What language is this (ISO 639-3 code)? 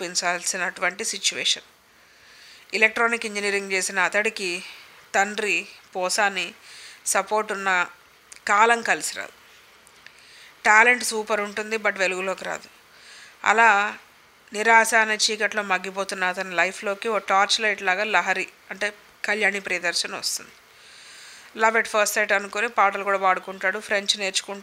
tel